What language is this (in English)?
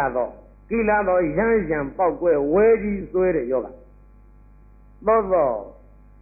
Burmese